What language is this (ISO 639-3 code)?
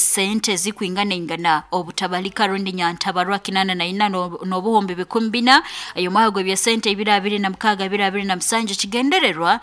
nyo